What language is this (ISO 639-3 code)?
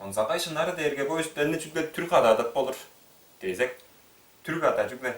tyv